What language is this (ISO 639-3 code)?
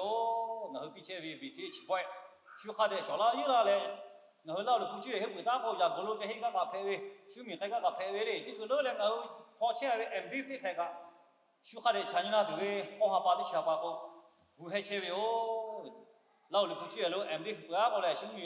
lhu